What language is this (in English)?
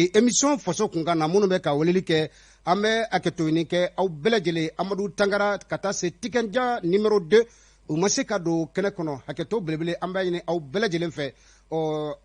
Bambara